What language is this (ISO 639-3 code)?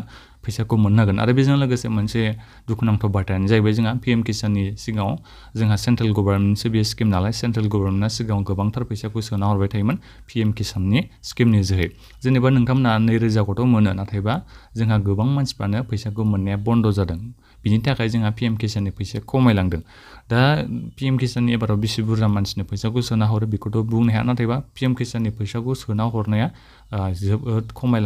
brx